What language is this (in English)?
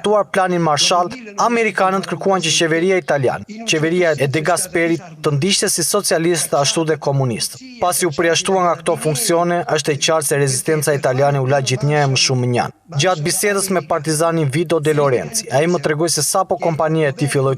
Albanian